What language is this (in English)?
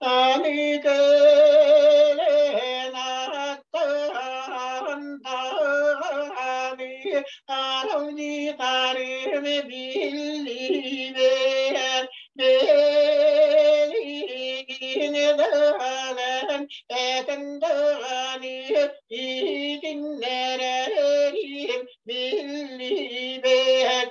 Yakut